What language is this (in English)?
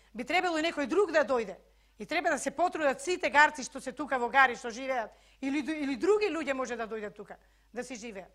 Macedonian